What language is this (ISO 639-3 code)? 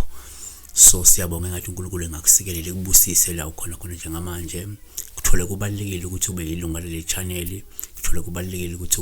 zul